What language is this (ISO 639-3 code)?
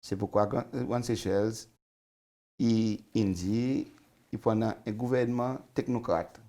crs